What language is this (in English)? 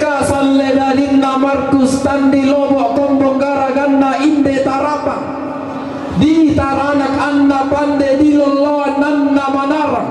Toraja-Sa'dan